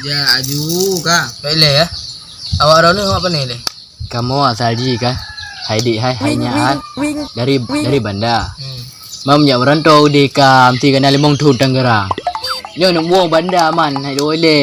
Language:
Achinese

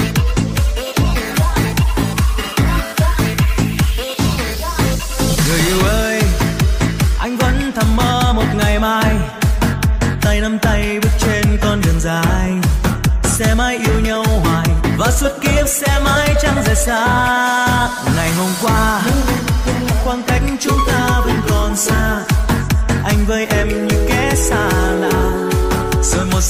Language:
Vietnamese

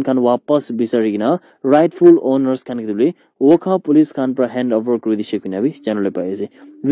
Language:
Naga Pidgin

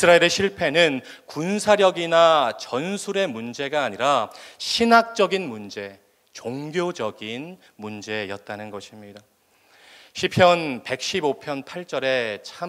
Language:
Korean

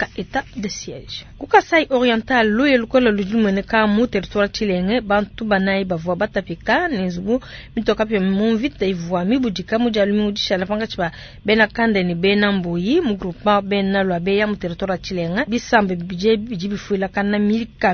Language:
Luba-Lulua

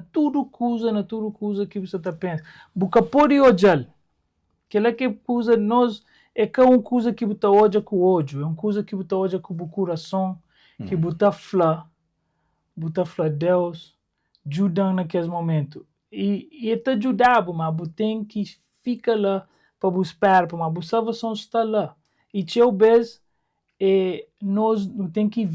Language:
Kabuverdianu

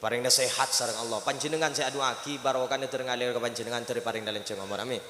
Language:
Madurese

